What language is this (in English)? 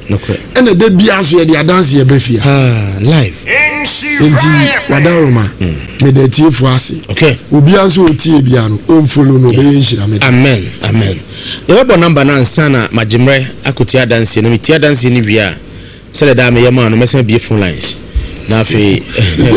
Akan